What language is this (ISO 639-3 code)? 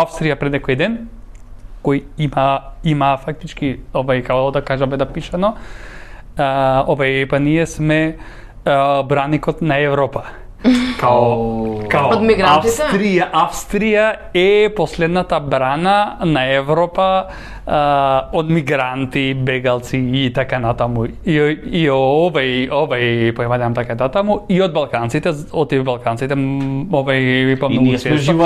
mkd